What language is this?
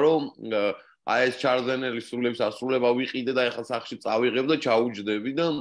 Georgian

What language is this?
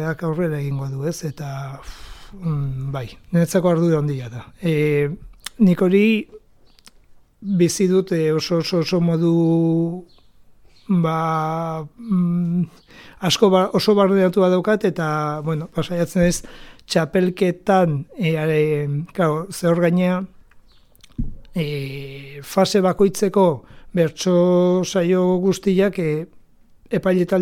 Basque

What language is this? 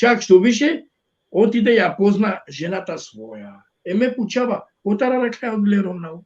Balkan Romani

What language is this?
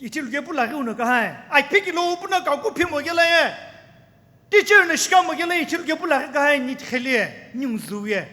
Sumi Naga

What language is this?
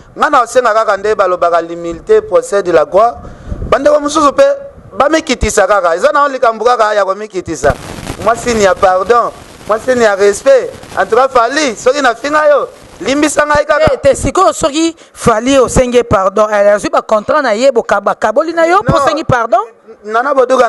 Lingala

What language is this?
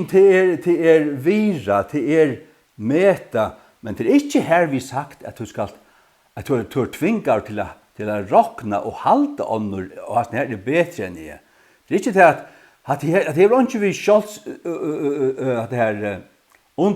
Faroese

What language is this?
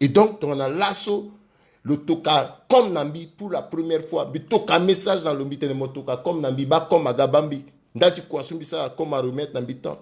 Sango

